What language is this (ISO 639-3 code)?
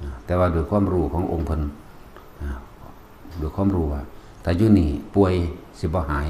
tts